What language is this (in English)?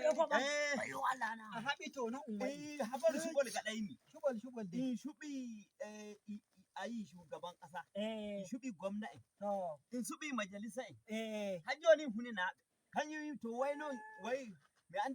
Nigerian Fulfulde